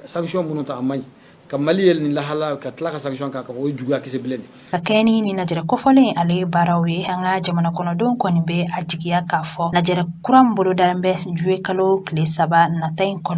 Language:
Bambara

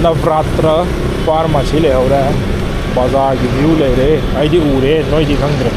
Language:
Manipuri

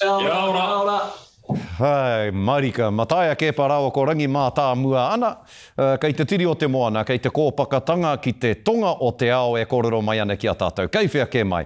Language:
Māori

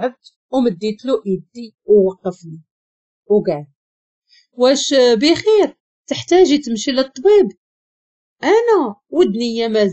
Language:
Moroccan Arabic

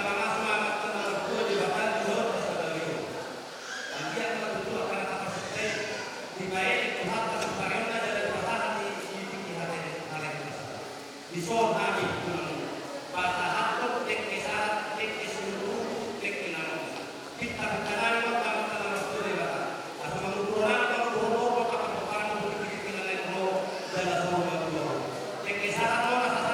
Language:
Batak Toba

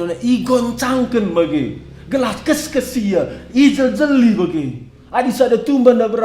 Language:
Batak Karo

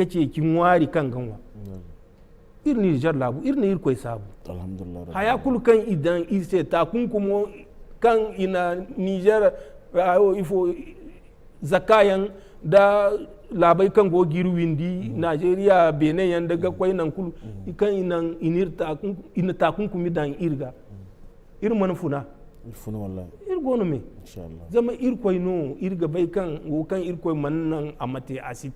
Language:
Zarma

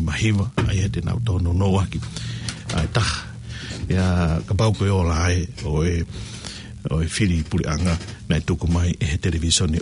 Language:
Tongan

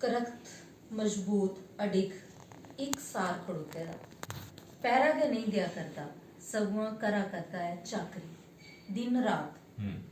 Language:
Dogri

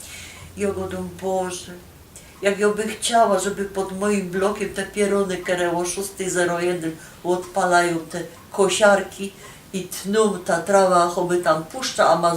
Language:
Silesian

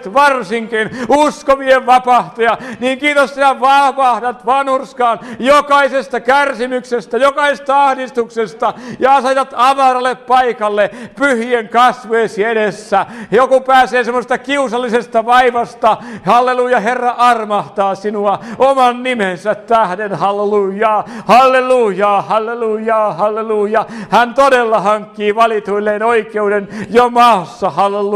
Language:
Finnish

